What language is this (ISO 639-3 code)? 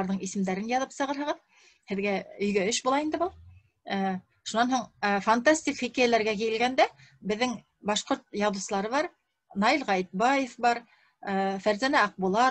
bak